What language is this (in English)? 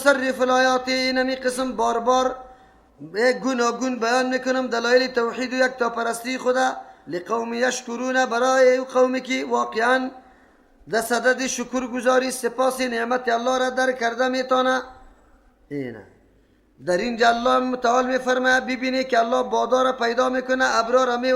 Persian